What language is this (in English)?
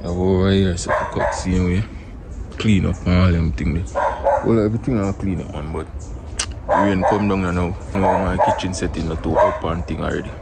Jamaican Creole English